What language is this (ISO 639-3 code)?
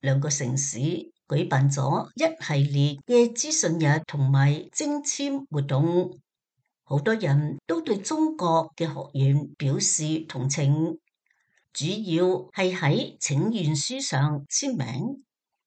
yue